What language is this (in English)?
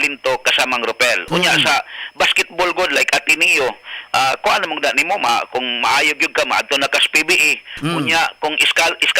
Cebuano